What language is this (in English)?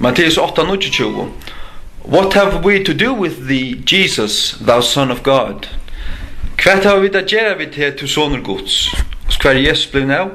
Faroese